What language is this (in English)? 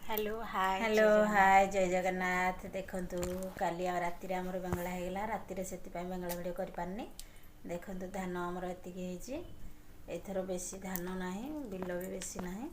Odia